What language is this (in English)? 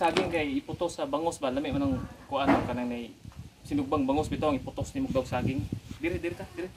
Cebuano